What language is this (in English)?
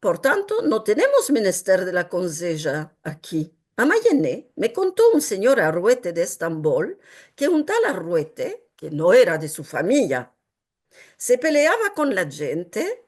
Ladino